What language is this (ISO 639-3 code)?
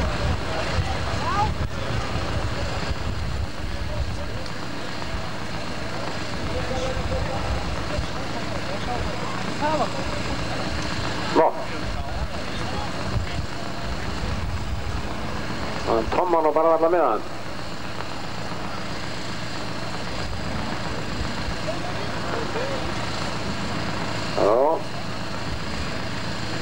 isl